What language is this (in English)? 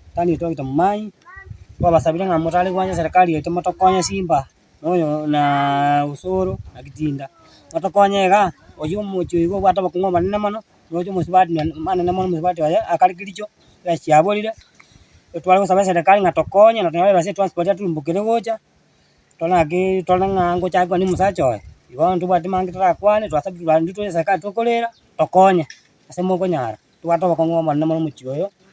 Gusii